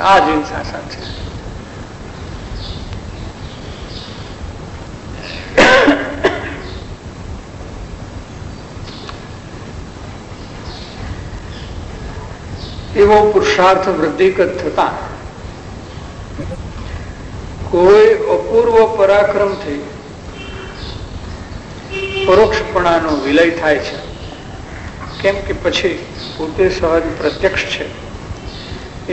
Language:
Gujarati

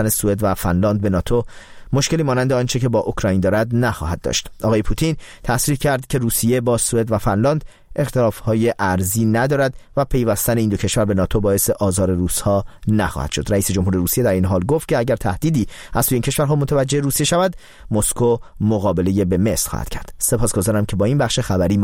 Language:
Persian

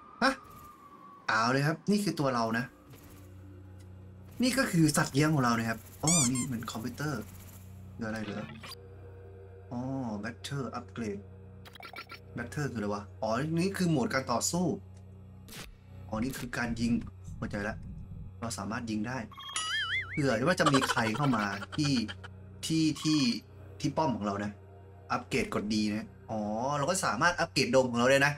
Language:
Thai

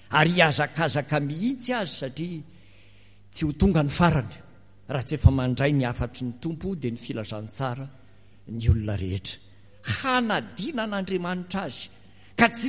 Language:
Malagasy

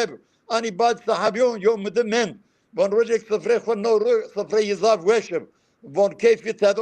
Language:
Zaza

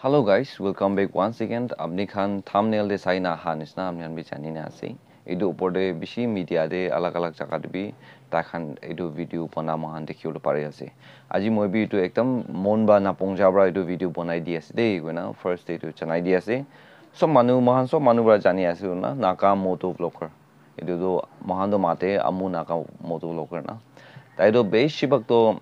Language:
Naga Pidgin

